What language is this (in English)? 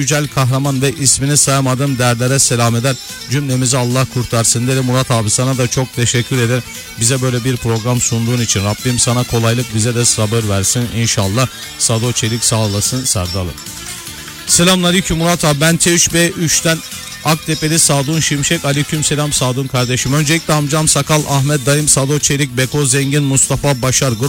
Turkish